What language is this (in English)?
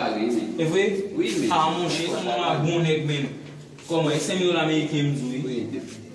Haitian Creole